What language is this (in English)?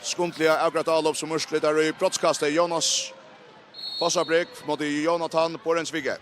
Faroese